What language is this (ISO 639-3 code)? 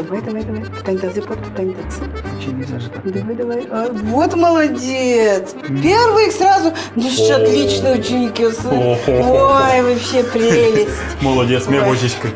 udm